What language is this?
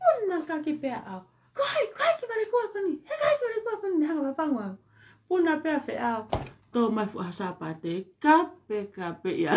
Tongan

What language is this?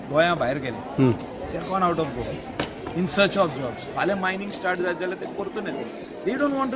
Konkani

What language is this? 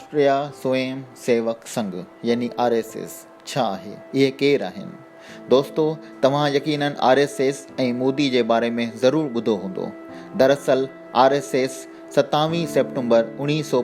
Sindhi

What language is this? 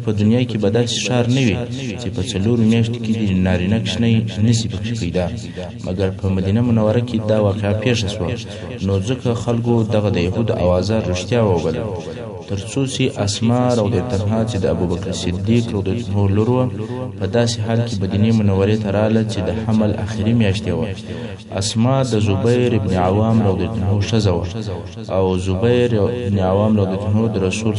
Pashto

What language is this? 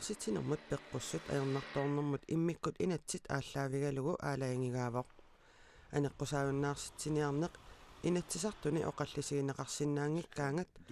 Kalaallisut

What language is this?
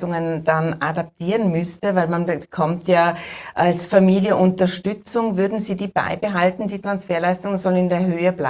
German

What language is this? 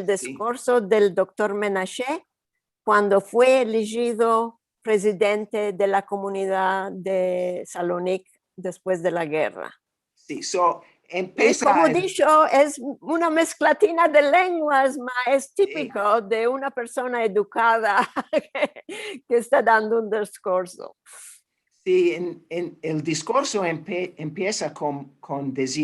Ladino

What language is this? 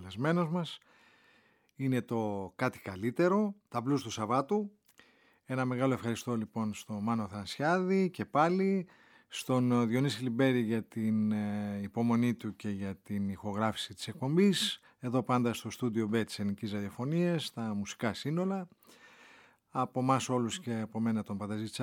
Greek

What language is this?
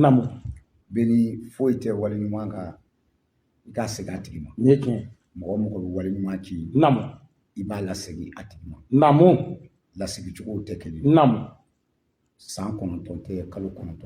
Bambara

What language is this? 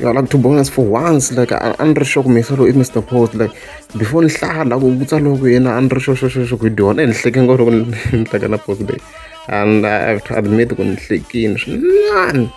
Tsonga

